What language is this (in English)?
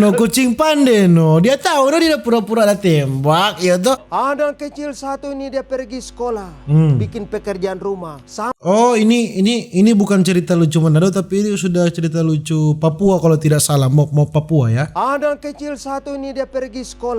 Manado Malay